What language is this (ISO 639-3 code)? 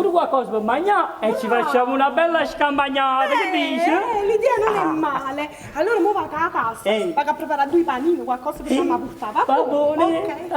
nap